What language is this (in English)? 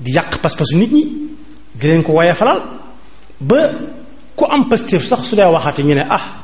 Wolof